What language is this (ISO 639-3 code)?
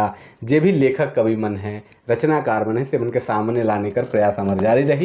sck